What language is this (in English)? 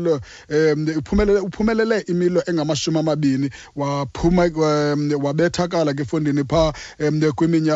Xhosa